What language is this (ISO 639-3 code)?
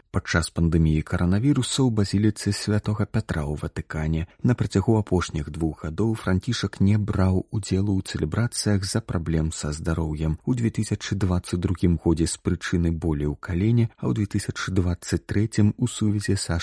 bel